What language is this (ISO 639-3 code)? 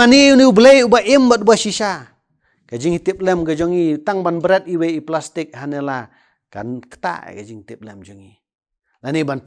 kha